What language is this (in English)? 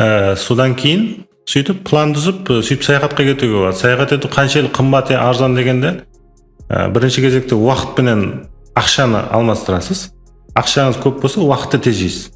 Kara-Kalpak